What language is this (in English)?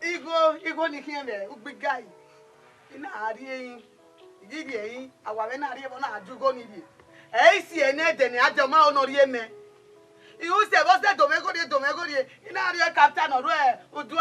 Bini